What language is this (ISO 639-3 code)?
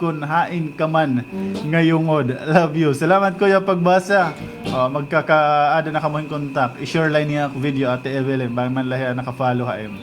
war